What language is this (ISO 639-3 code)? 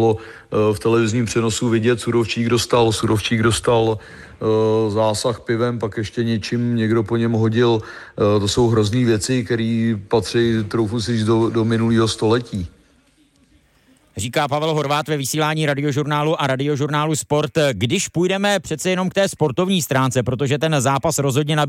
ces